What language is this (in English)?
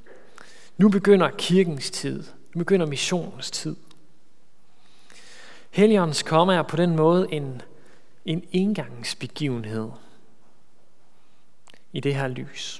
Danish